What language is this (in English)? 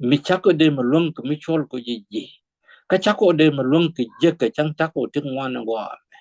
Nuer